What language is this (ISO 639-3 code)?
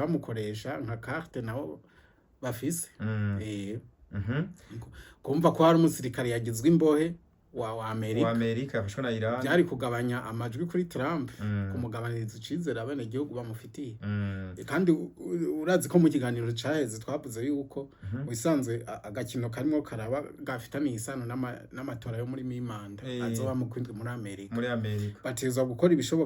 run